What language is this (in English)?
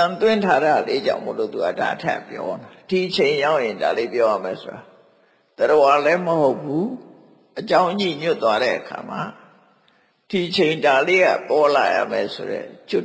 Burmese